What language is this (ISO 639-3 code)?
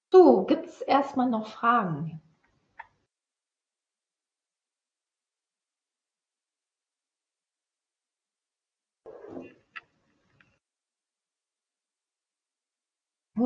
deu